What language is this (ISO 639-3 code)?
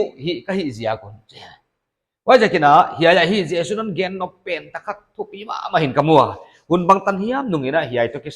pck